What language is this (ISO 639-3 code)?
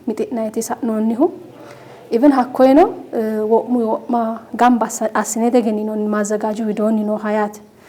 sid